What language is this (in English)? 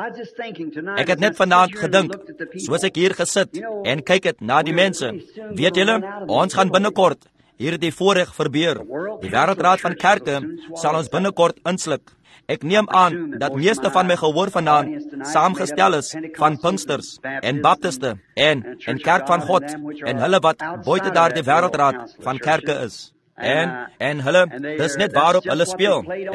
Afrikaans